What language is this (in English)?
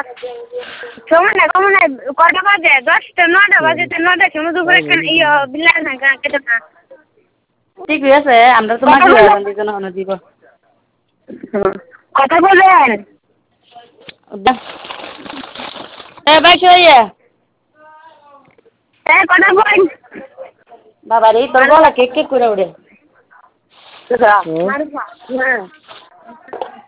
Bangla